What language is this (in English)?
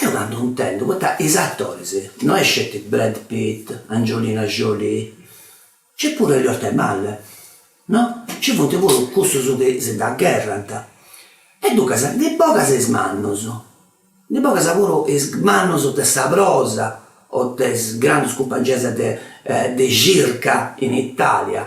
Sardinian